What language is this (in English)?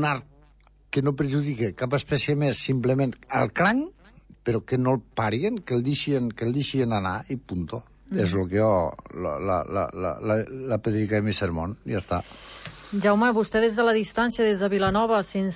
Catalan